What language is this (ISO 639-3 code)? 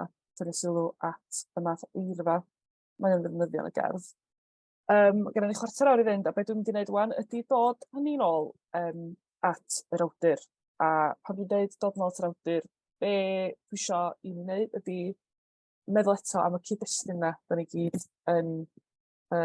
cym